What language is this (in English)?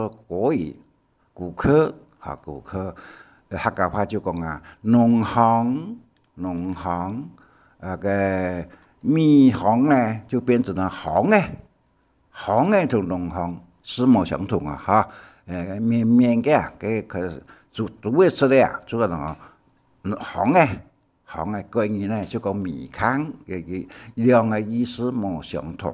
Hakka Chinese